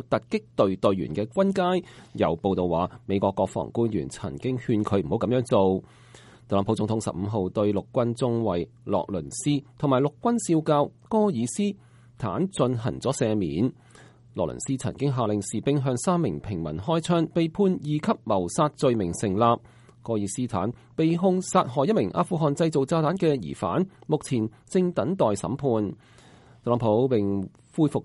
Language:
Cantonese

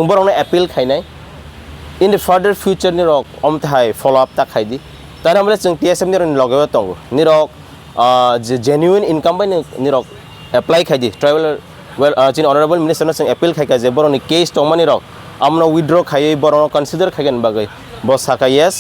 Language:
Kok Borok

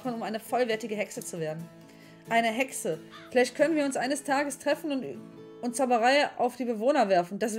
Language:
German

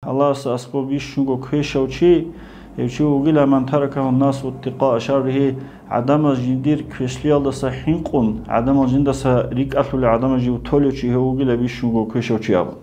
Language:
Avaric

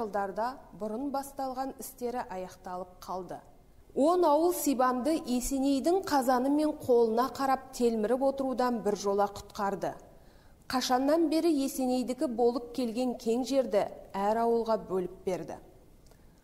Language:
Kazakh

